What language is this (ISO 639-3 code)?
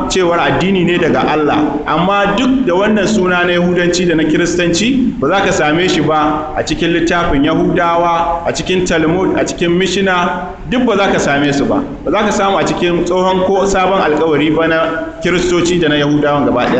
hau